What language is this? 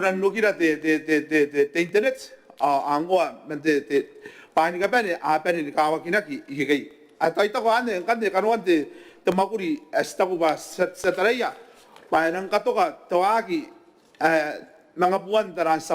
Gilbertese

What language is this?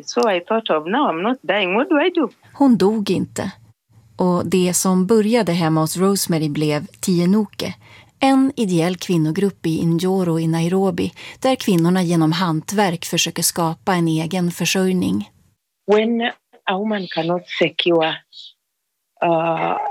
Swedish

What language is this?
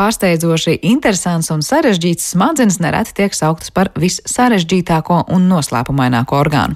Latvian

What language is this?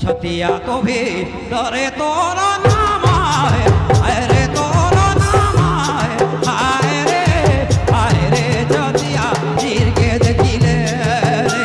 Sadri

